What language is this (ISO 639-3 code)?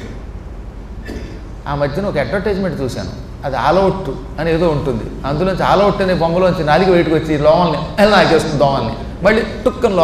tel